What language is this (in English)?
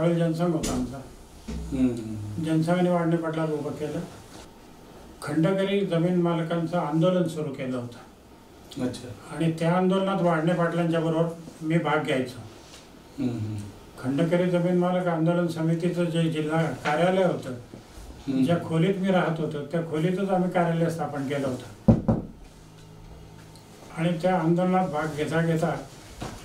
Marathi